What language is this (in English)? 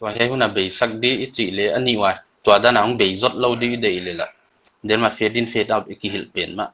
Paite Chin